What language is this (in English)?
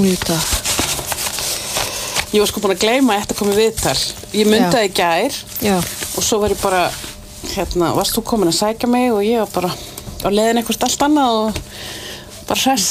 Icelandic